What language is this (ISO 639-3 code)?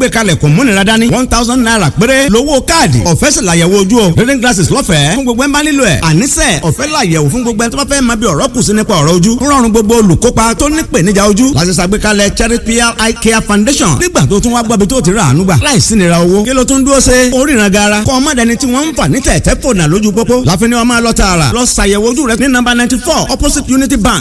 yor